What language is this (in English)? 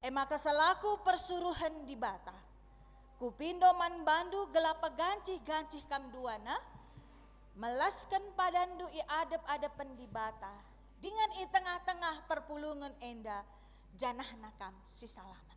Batak Karo